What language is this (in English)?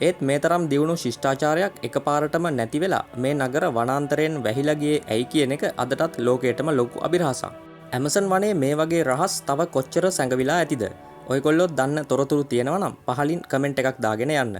Sinhala